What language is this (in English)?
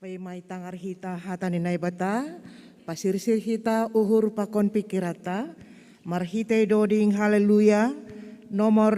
Batak Simalungun